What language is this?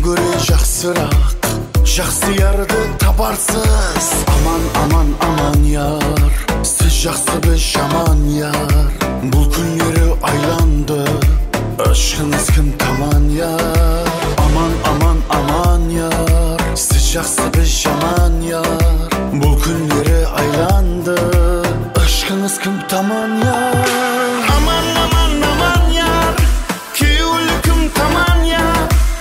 Kara-Kalpak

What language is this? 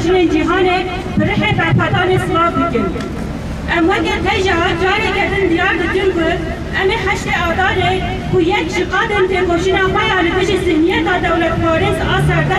Kurdish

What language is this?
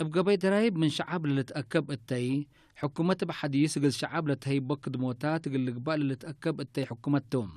Tigre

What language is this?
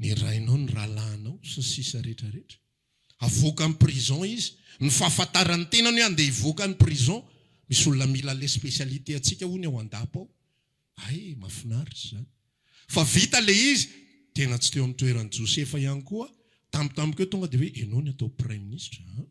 Malagasy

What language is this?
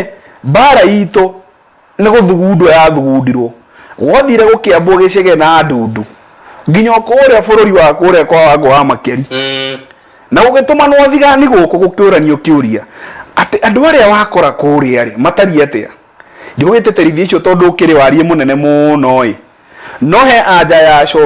Kikuyu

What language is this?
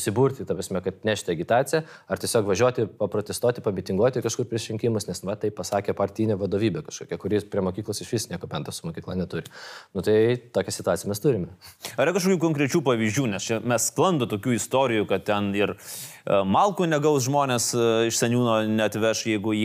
Lithuanian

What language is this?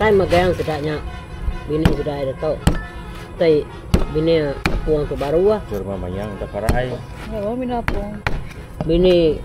Iban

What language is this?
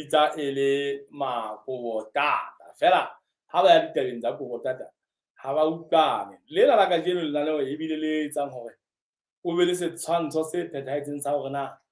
Southern Sotho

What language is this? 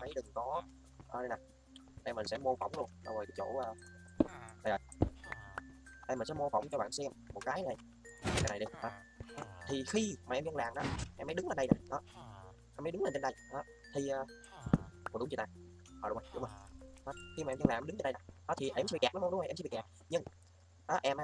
Vietnamese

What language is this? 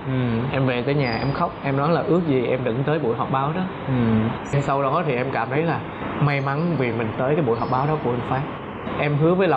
Vietnamese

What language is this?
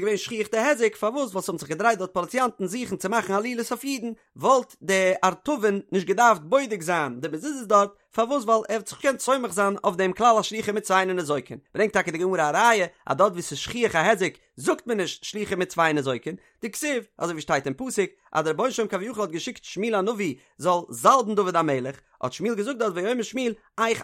Yiddish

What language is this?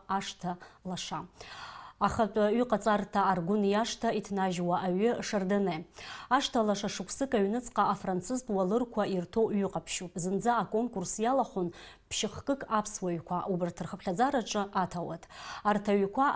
Abkhazian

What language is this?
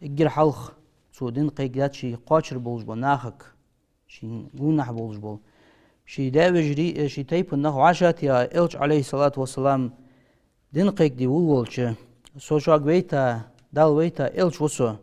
Ingush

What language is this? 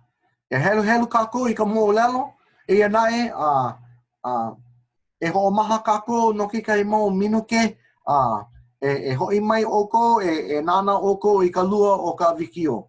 Hawaiian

